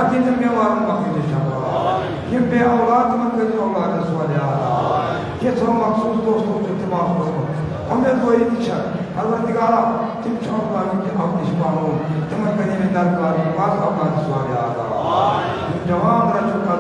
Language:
Kashmiri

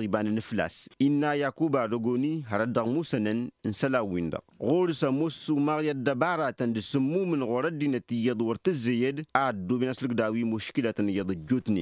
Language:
Tamasheq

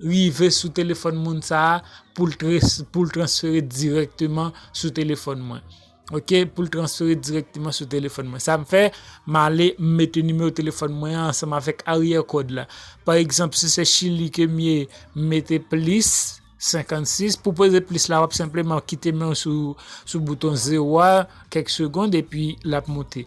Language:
Haitian Creole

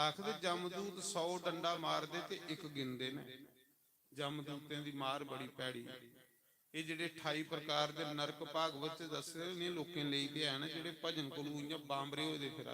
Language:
Dogri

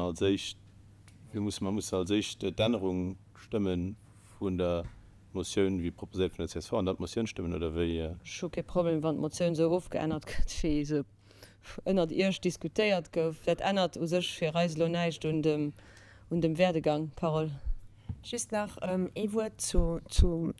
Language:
Luxembourgish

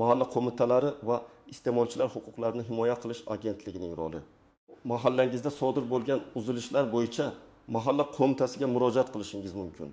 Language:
Uzbek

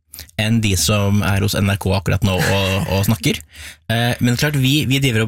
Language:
Norwegian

